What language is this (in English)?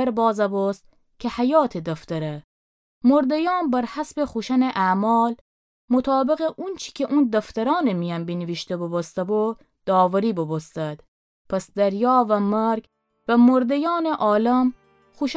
Gilaki